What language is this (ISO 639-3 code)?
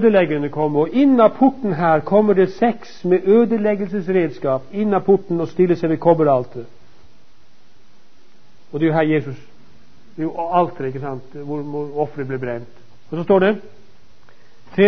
nor